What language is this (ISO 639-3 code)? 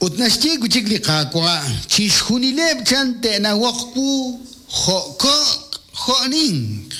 kek